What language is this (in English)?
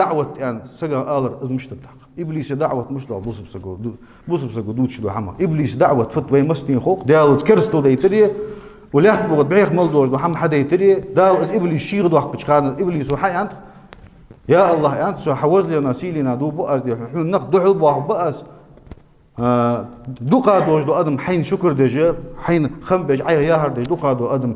Ingush